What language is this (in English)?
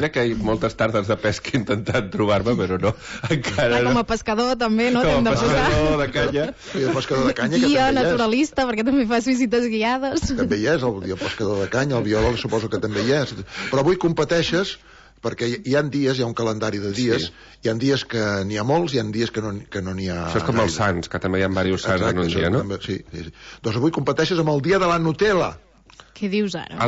Catalan